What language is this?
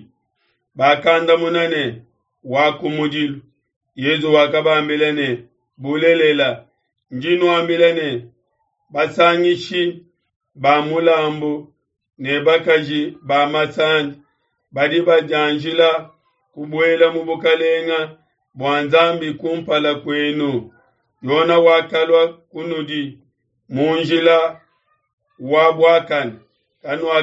Luba-Lulua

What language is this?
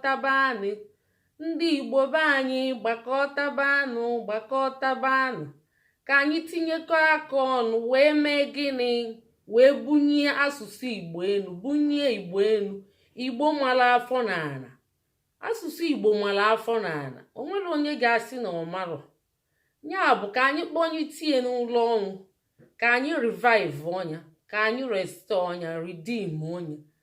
Igbo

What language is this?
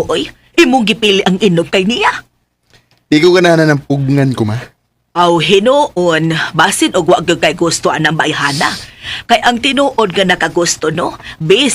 Cebuano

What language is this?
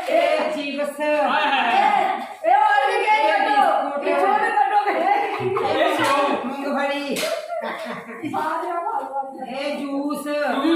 Dogri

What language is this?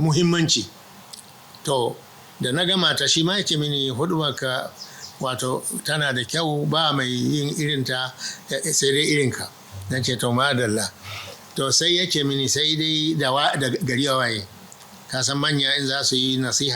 Hausa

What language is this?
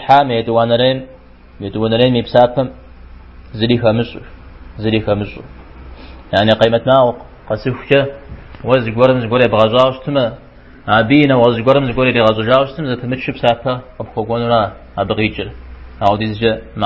Kabardian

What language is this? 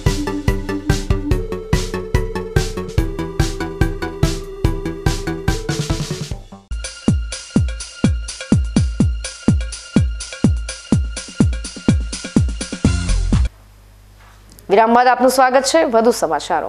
Gujarati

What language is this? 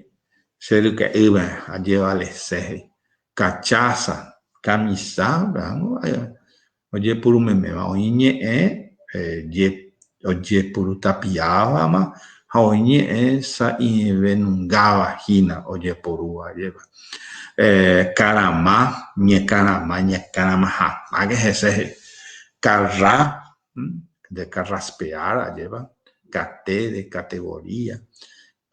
Guarani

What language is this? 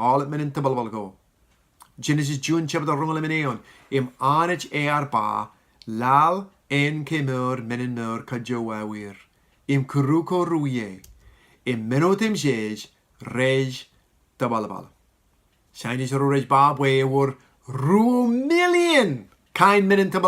Marshallese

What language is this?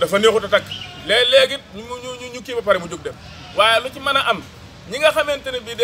Wolof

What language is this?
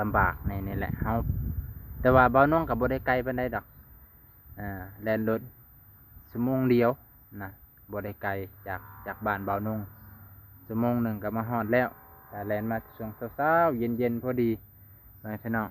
Lao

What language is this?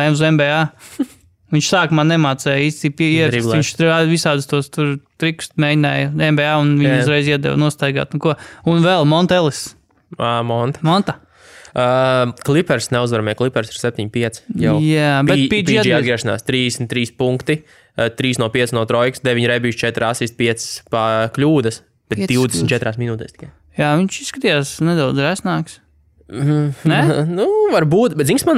Latvian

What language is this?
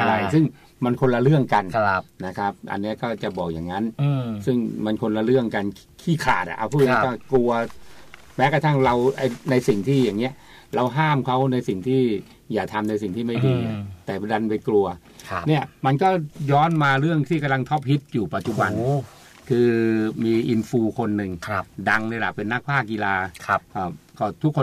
Thai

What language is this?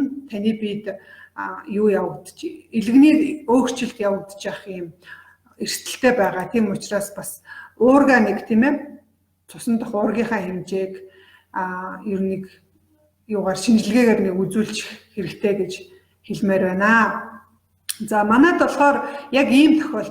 Mongolian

